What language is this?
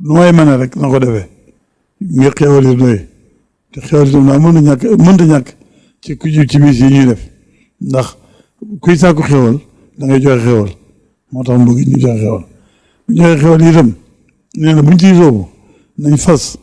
Wolof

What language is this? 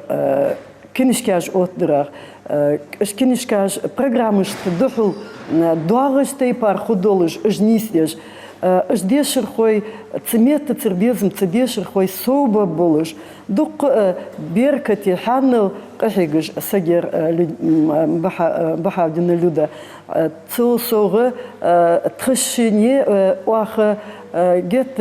Ingush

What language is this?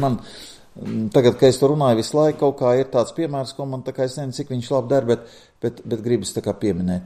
Latvian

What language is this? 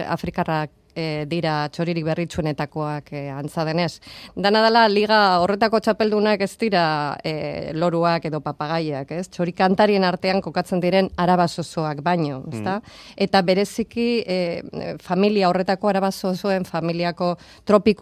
Basque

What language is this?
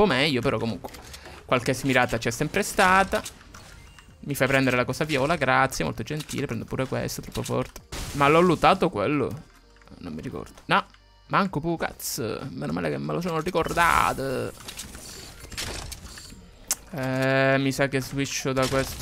Italian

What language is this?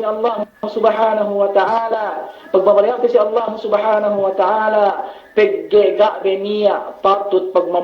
Yakan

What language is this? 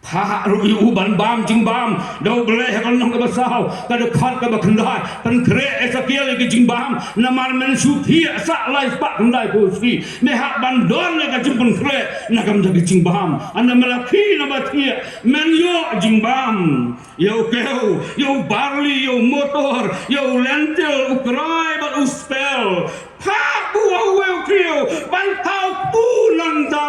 Khasi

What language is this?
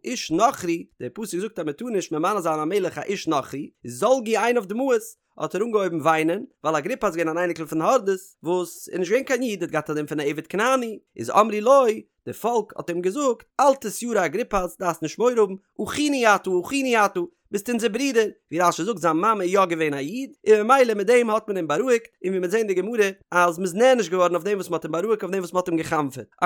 Yiddish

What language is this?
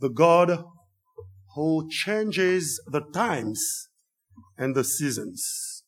Haitian Creole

